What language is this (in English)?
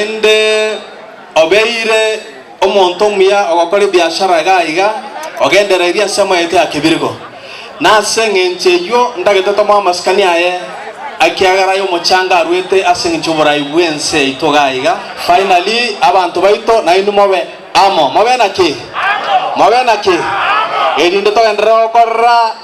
Gusii